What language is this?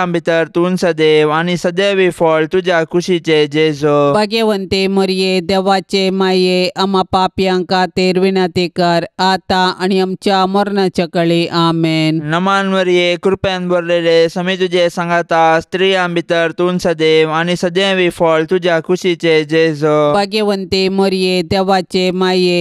Konkani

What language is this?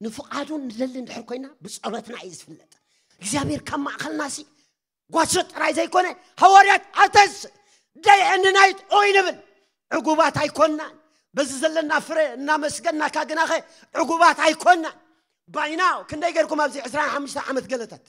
Tigrinya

